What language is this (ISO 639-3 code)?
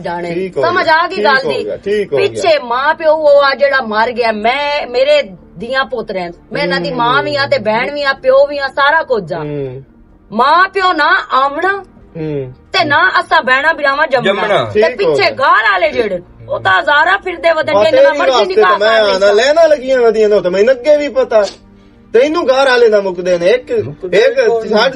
lah